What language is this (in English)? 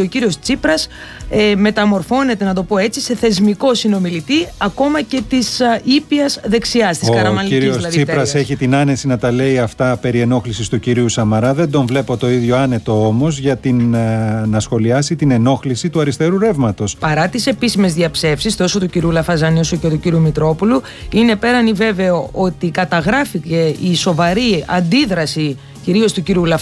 Greek